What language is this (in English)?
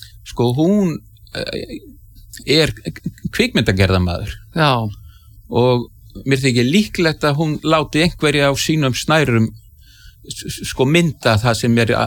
Icelandic